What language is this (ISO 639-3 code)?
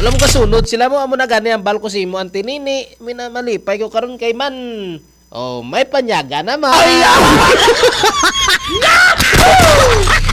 hil